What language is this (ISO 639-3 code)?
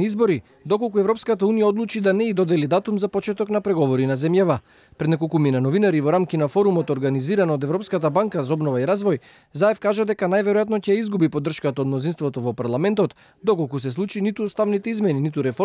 mkd